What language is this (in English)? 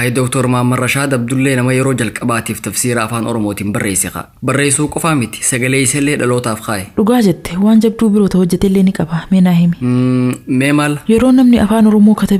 Oromo